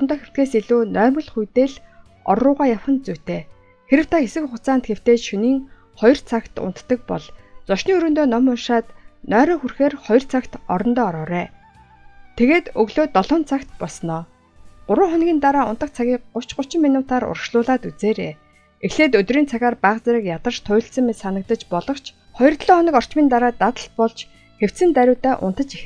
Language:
Mongolian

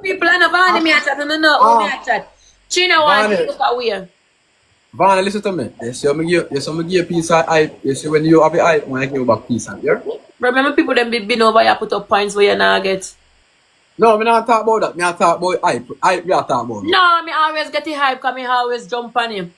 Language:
Jamaican Creole English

